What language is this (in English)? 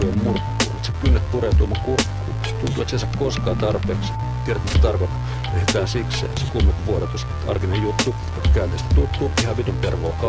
Finnish